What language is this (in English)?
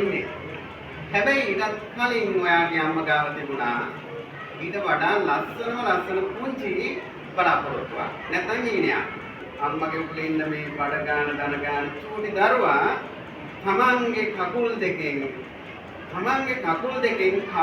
Sinhala